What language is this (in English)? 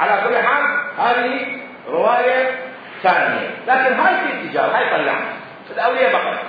Mesopotamian Arabic